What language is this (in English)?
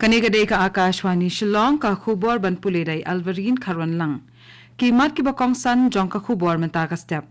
Khasi